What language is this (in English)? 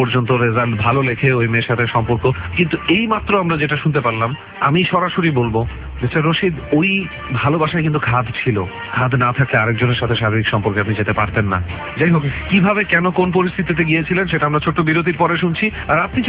Bangla